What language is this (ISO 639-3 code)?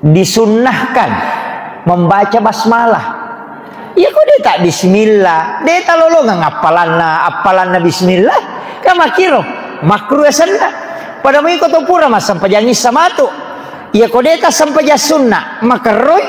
bug